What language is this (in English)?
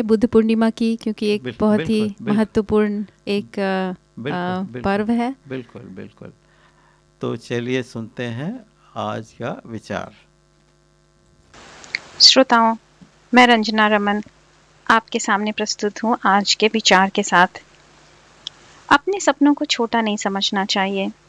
Hindi